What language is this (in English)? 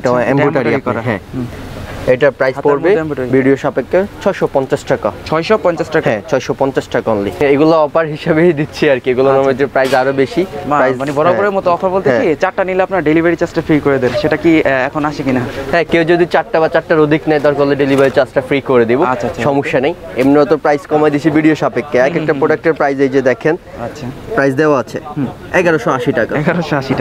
Bangla